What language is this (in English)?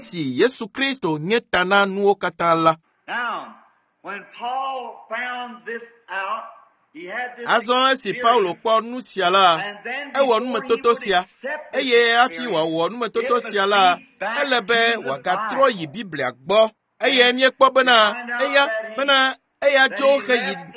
Ewe